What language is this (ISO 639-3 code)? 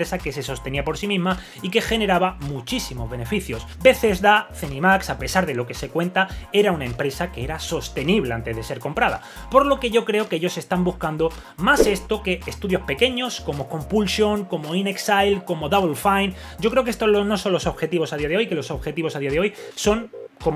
spa